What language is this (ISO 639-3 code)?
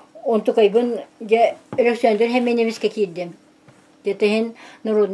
sah